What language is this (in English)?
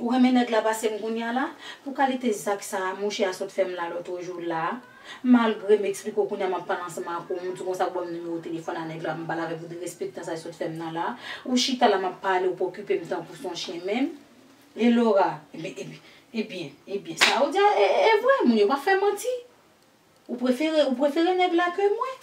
Haitian Creole